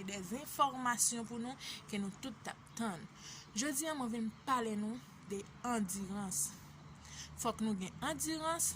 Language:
Haitian Creole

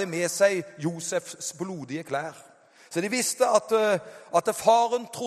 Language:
Norwegian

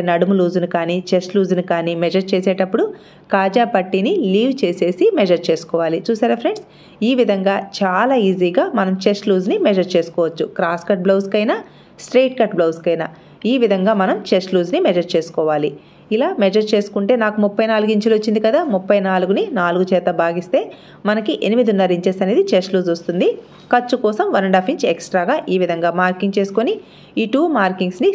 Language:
Telugu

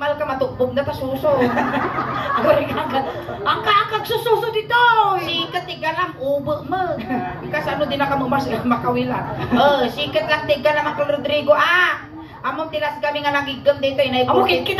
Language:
Iloko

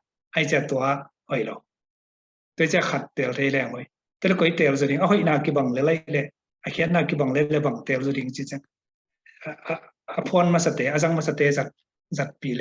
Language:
Tedim Chin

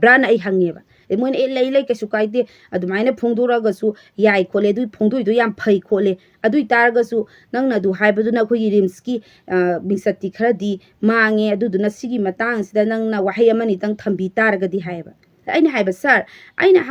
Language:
Manipuri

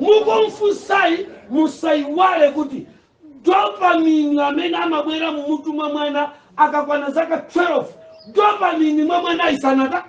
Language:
Nyanja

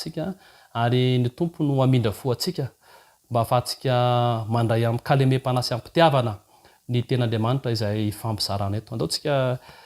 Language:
Malagasy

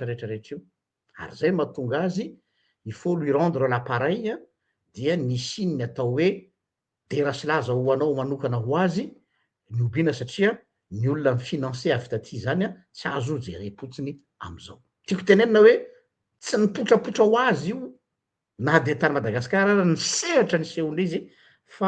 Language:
Malagasy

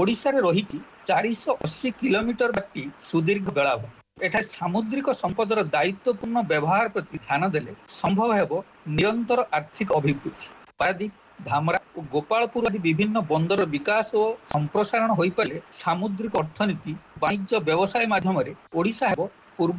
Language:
Odia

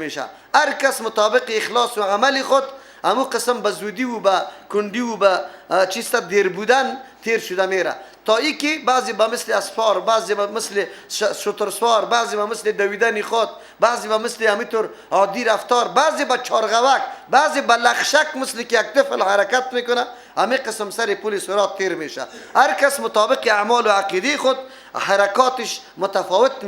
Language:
Persian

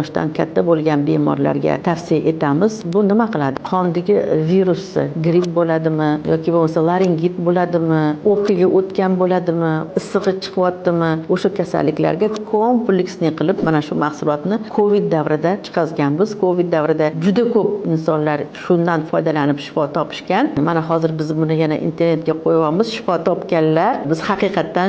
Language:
Uzbek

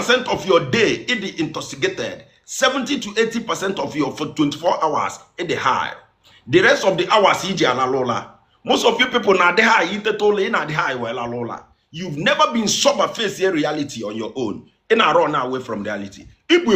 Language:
Igbo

